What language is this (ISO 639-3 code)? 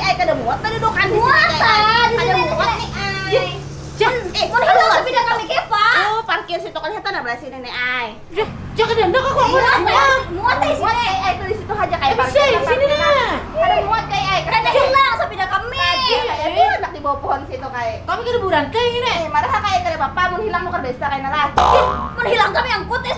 bjn